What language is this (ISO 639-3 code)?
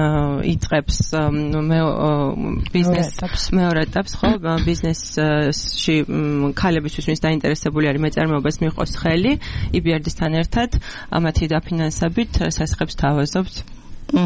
kat